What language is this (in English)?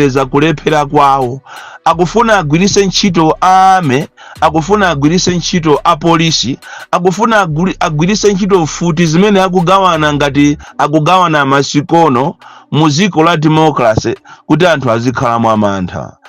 Nyanja